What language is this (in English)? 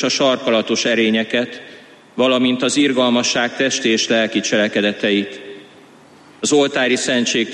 Hungarian